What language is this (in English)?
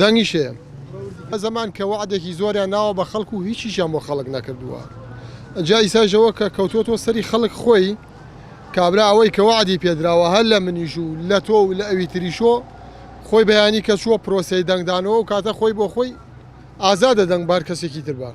Central Kurdish